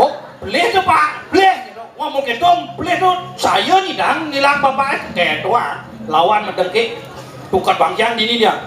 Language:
Balinese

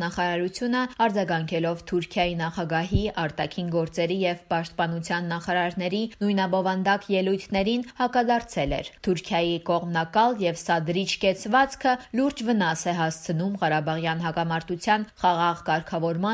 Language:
Armenian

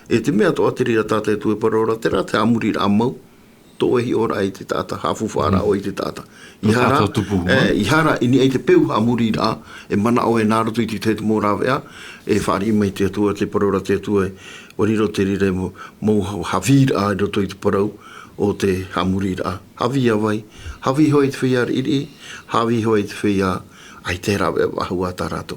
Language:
Tahitian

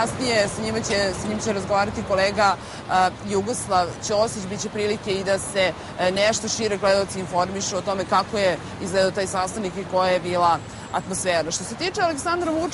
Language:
Serbian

